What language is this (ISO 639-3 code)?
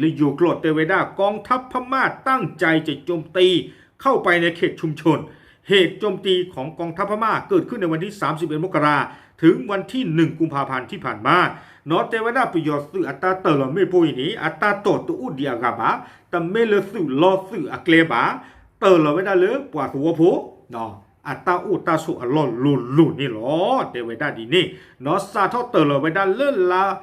ksw